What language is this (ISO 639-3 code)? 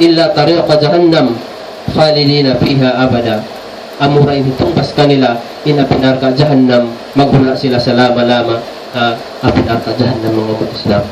tsg